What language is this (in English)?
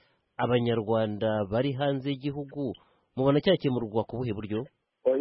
Kinyarwanda